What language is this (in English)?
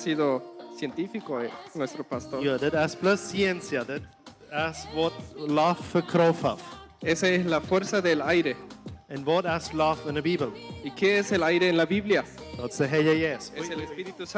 Plautdietsch